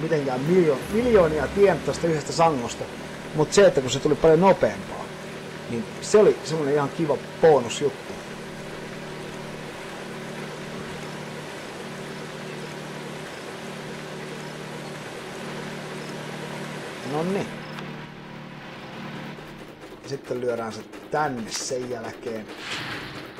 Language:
Finnish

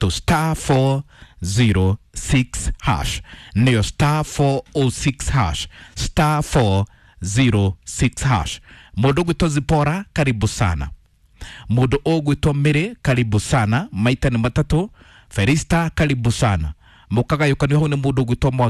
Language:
Kikuyu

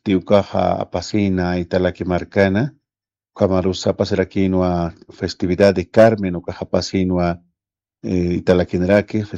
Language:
Aymara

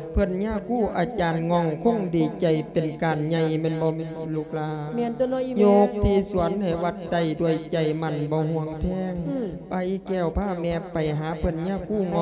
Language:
Lao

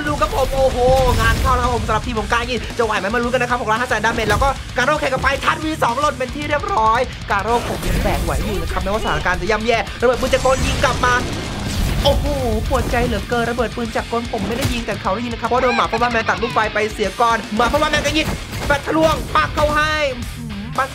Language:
Thai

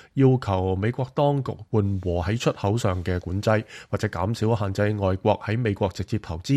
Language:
Cantonese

